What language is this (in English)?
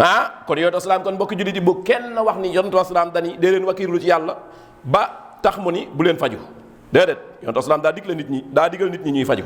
Wolof